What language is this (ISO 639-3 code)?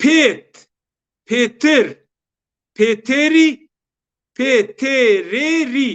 zza